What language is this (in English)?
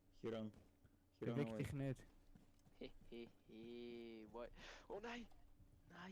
Swiss German